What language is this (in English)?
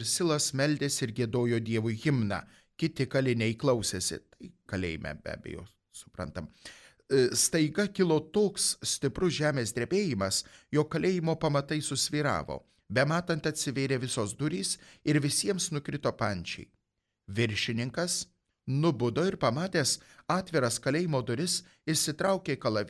Lithuanian